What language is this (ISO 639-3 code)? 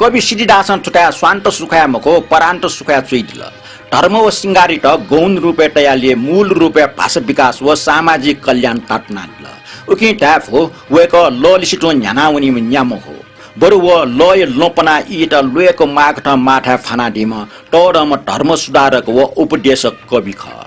new